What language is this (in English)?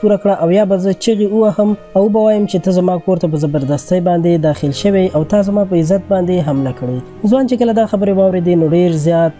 Pashto